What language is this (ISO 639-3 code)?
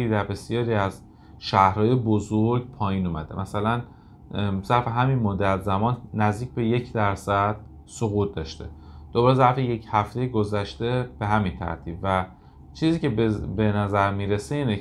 fas